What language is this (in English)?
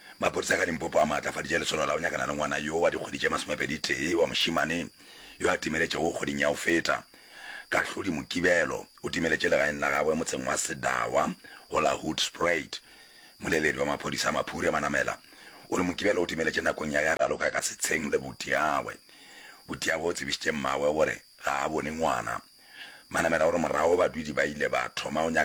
Northern Sotho